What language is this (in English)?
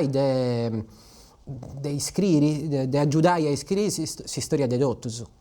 Sardinian